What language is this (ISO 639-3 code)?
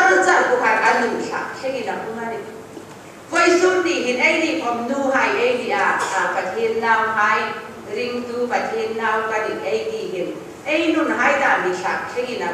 hmr